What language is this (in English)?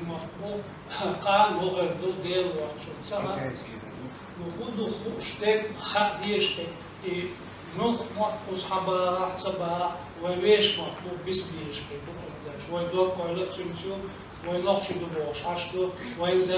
Chechen